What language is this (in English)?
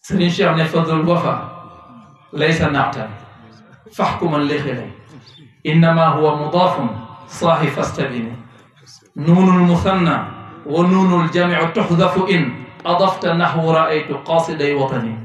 Wolof